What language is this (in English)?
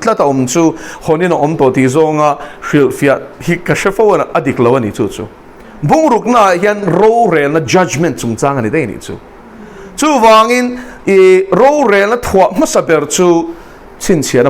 Mizo